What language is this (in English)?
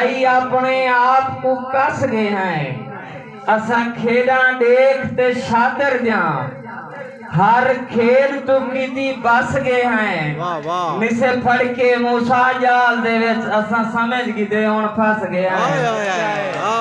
Saraiki